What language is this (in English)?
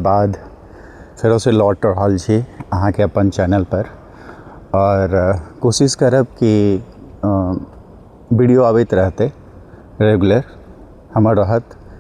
Maithili